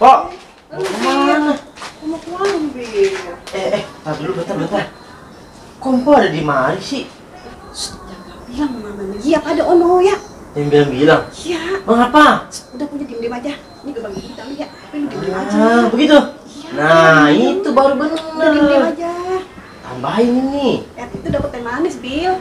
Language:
Betawi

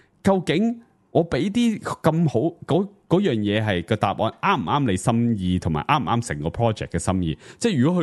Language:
Cantonese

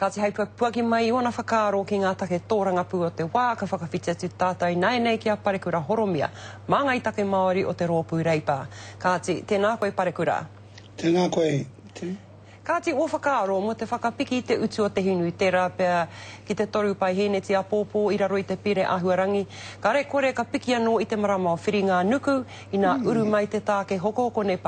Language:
Māori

